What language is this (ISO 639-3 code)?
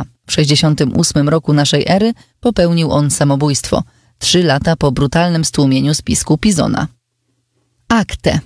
pol